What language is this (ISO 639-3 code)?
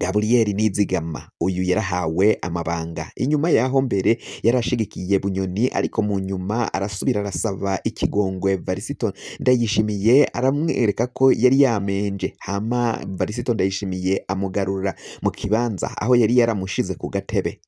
run